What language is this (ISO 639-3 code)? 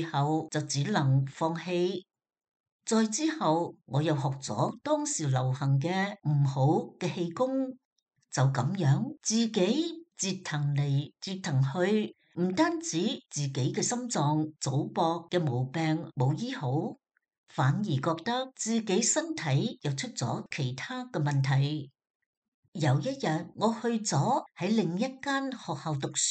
yue